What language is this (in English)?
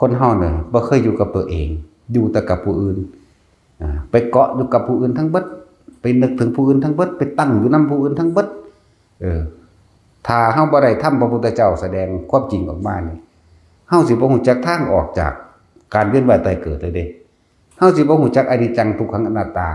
Northeastern Thai